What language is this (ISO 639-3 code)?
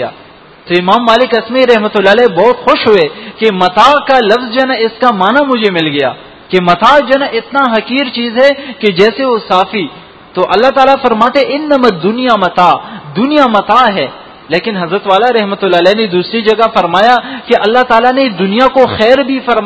urd